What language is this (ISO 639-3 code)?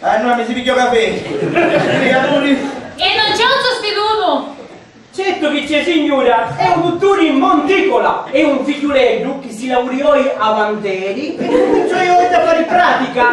scn